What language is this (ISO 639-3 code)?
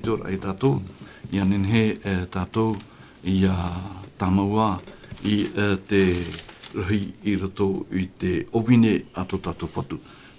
tah